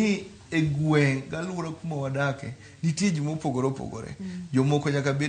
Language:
Luo (Kenya and Tanzania)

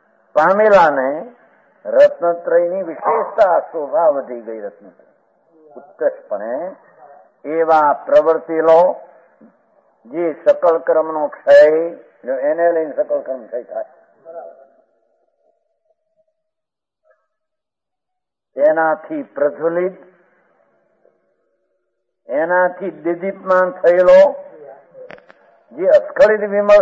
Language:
Gujarati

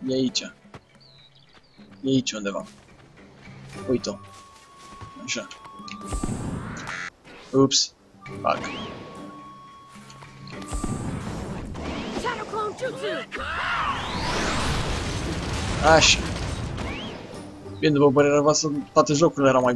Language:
Romanian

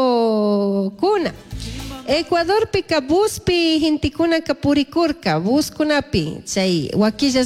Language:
Chimborazo Highland Quichua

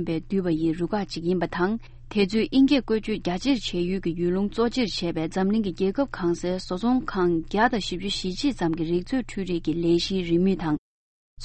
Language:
Tibetan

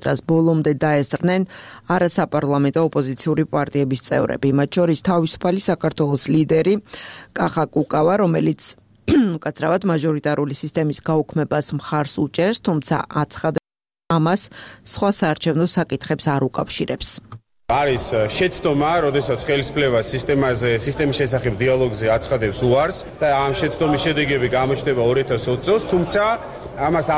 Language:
Georgian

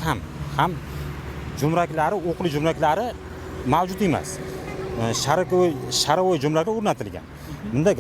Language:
Uzbek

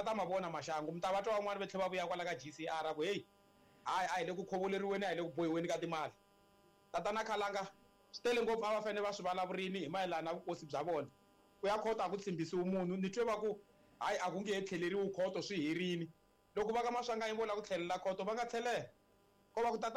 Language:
Tsonga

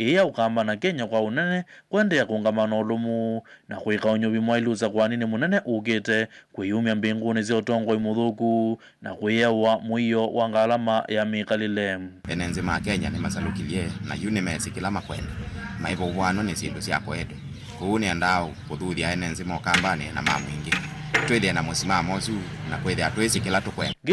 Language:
Kamba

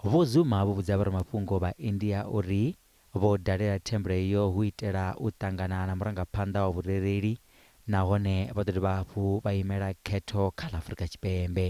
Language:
Venda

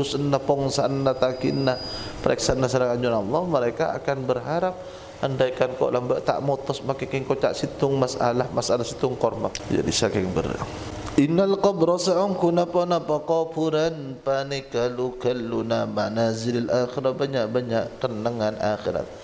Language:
Madurese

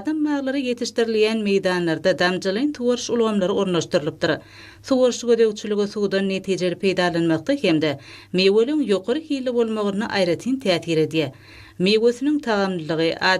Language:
Turkmen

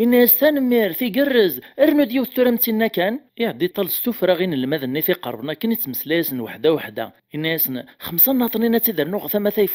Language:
Kabyle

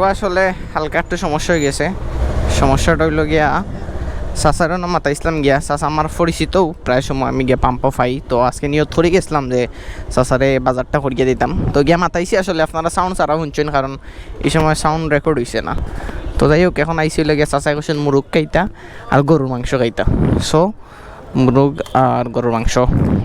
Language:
Sylheti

